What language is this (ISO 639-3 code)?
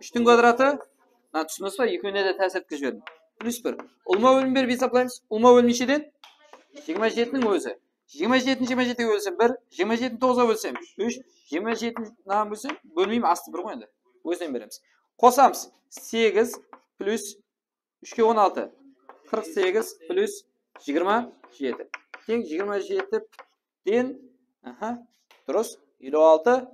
kaa